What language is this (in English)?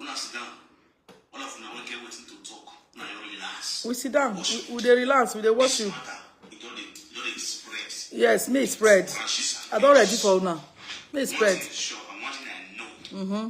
Nigerian Pidgin